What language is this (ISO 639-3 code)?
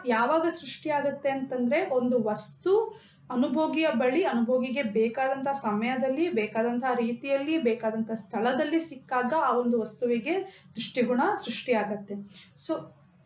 kan